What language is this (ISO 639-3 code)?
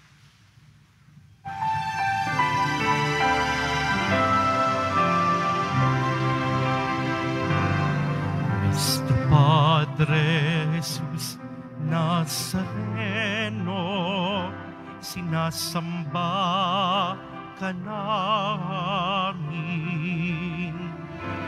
fil